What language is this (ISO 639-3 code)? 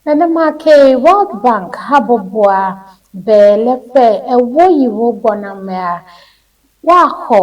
ewe